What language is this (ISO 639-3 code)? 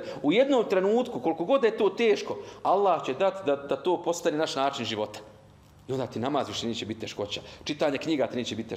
bos